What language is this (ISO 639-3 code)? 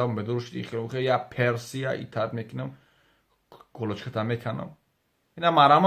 tgk